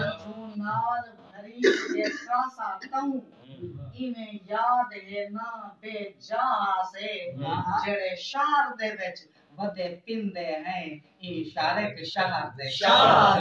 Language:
Saraiki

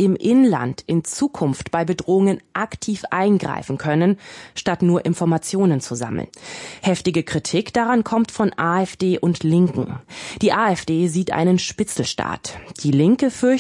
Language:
German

